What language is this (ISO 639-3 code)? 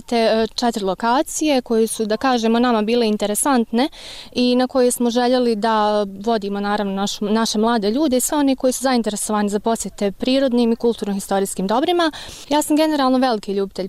bos